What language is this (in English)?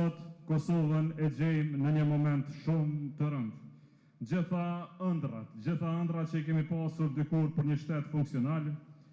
Albanian